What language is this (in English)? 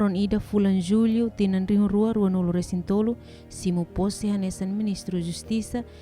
Tetum